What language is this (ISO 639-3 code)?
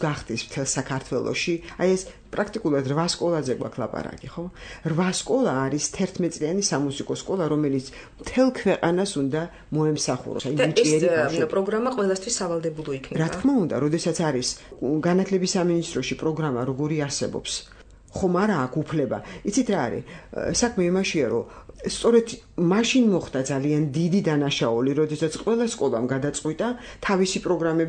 kat